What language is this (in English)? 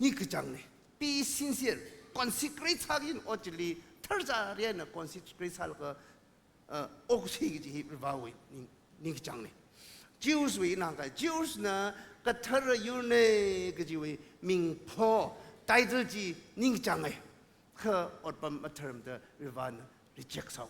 Tangkhul Naga (India)